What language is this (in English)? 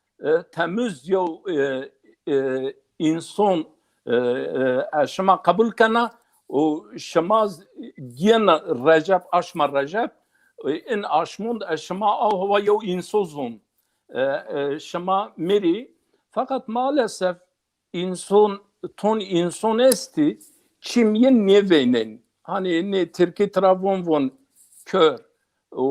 Zaza